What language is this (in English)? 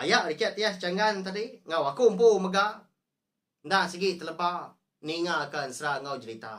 Iban